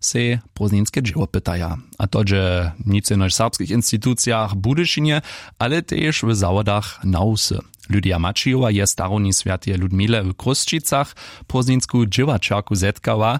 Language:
Upper Sorbian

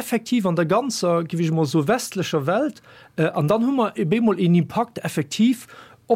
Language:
Luxembourgish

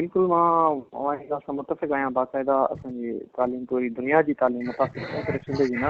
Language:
Sindhi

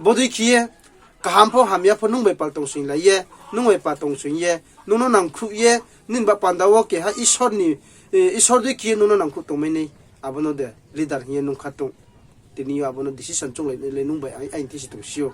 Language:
Riang (India)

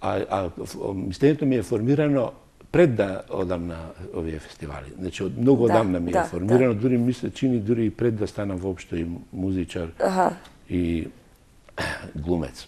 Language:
Macedonian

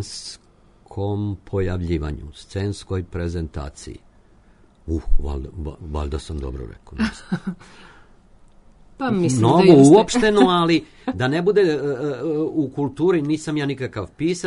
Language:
Serbian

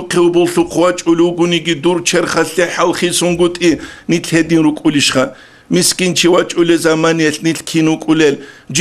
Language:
Avaric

